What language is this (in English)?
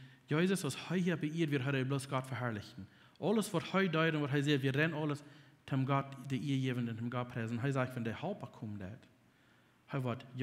Plautdietsch